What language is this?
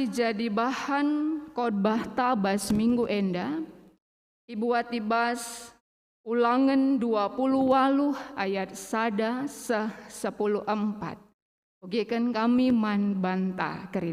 Batak Karo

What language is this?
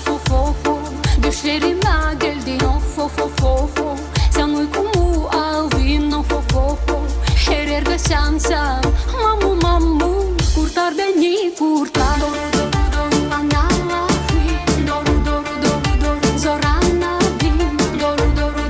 Gagauz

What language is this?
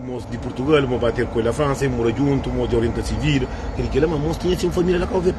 Kabuverdianu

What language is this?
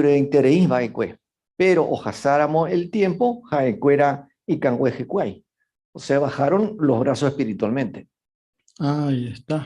Guarani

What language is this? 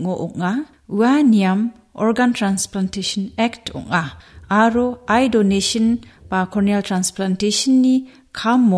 Garo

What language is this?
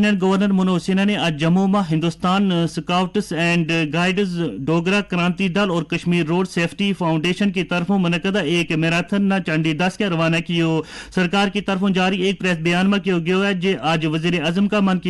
Gujari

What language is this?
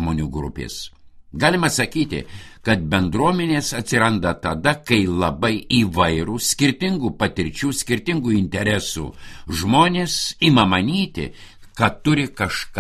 Lithuanian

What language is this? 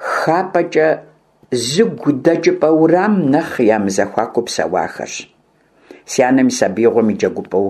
Kabardian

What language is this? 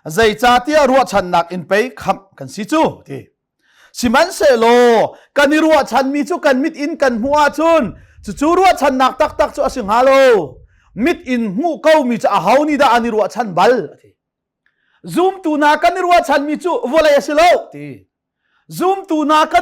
Hakha Chin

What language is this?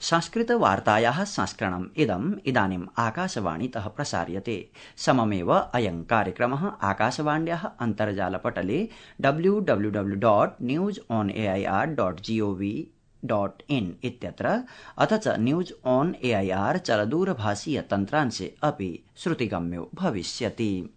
Sanskrit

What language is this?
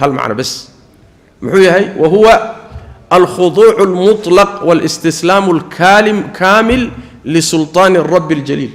Somali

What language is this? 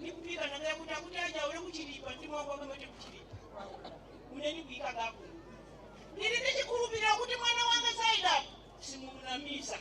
Nyanja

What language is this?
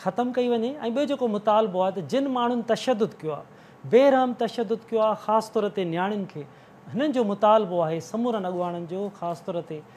Sindhi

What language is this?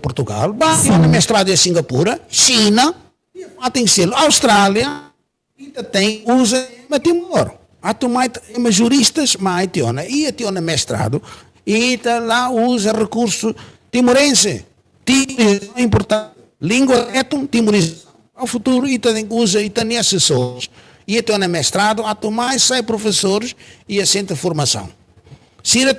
Tetum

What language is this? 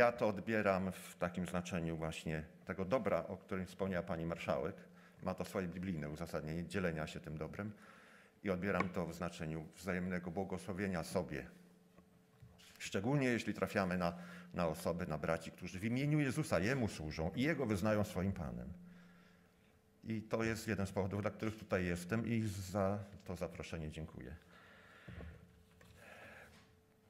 Polish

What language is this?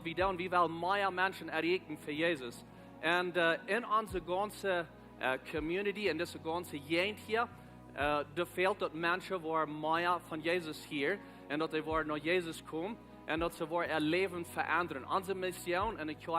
Plautdietsch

